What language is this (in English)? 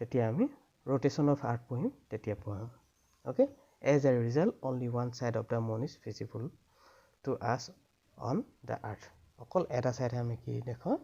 Assamese